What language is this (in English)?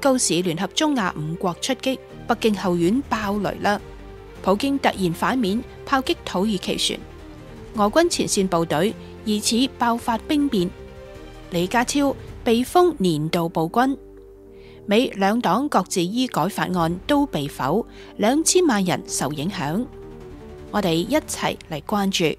Cantonese